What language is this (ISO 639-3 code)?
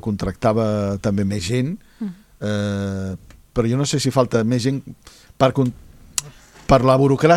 cat